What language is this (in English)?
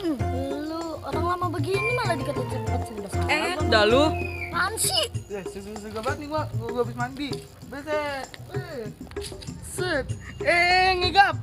Betawi